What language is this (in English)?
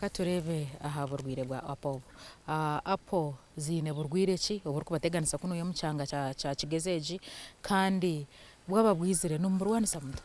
Nyankole